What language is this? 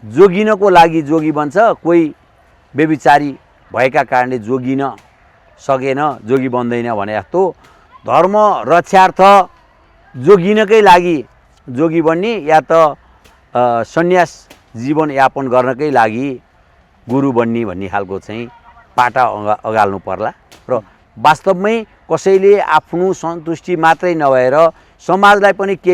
Nepali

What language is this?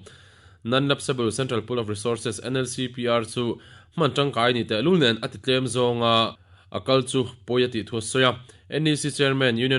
Mizo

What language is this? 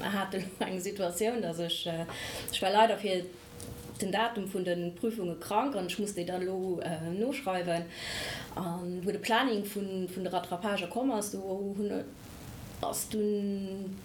Luxembourgish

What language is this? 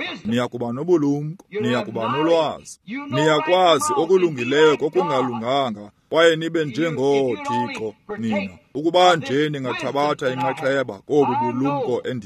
Xhosa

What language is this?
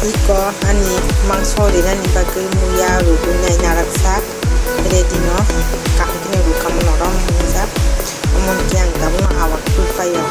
Kok Borok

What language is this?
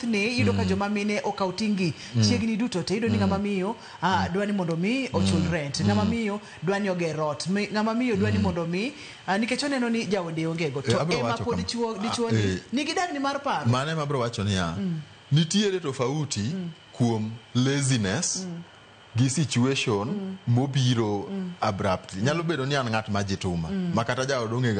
Luo (Kenya and Tanzania)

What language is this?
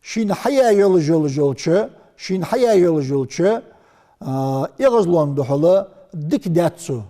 Ingush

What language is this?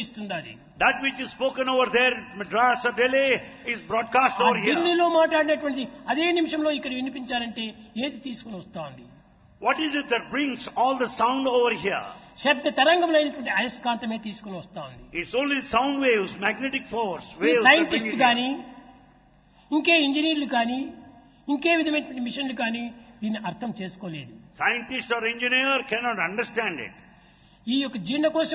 Telugu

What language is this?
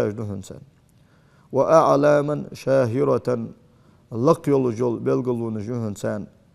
Ingush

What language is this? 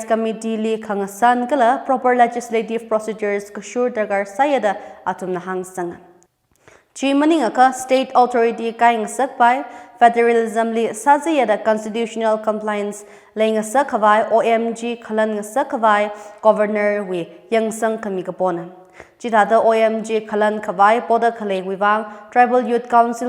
Tangkhul Naga (India)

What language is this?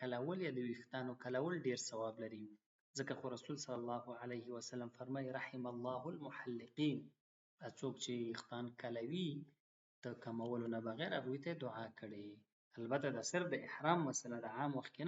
Pashto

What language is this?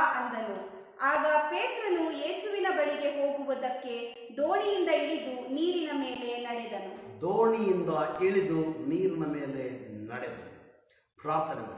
Kannada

